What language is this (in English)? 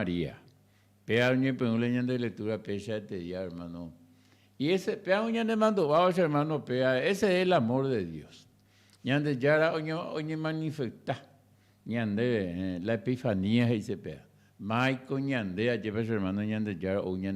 Guarani